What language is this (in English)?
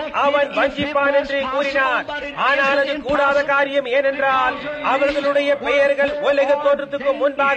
Tamil